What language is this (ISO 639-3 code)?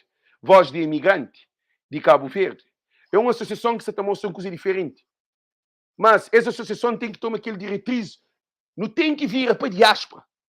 kea